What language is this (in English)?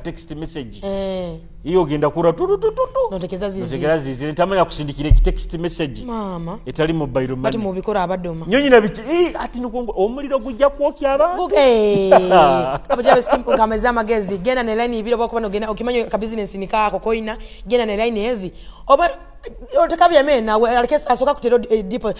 Nyoro